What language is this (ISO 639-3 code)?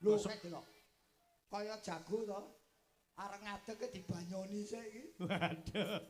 jav